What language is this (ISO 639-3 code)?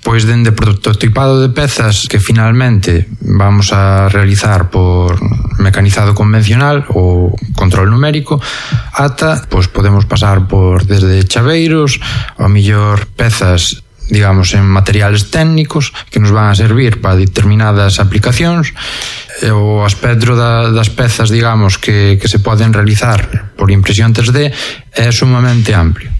glg